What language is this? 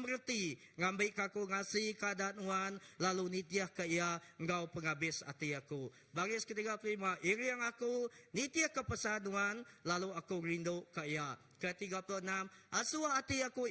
Iban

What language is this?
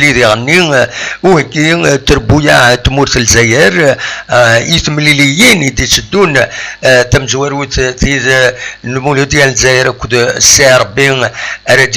Kabyle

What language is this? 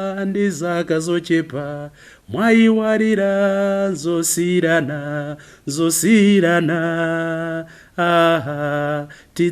Nyanja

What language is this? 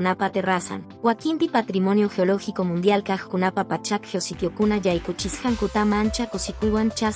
Quechua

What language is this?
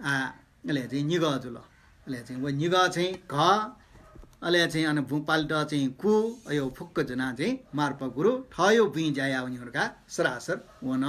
Newari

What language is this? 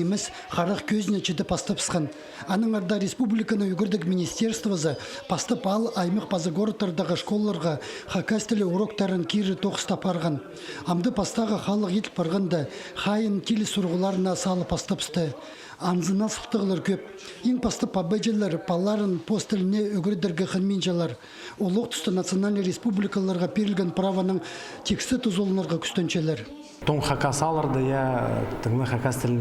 Khakas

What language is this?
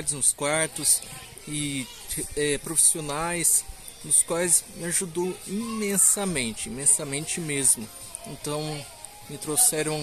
Portuguese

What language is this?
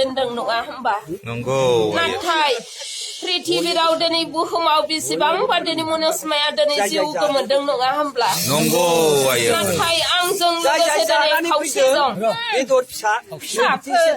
Bodo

